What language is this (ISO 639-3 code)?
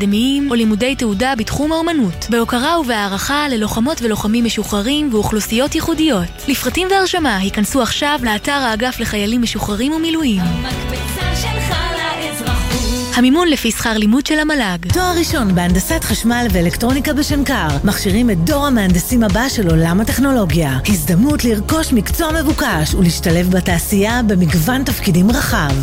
heb